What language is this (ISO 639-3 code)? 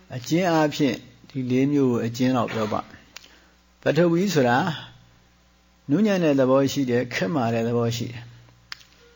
mya